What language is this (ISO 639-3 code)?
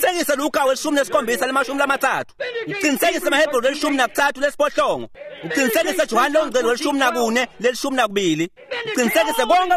ssw